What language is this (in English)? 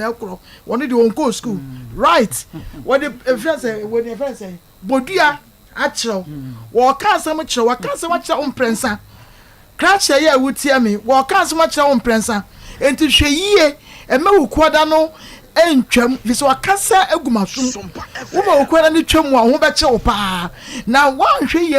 Akan